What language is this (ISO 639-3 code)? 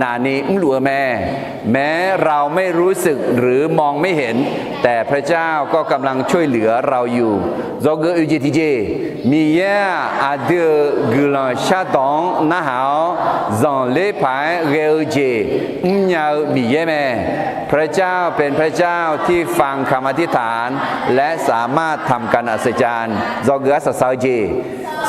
ahk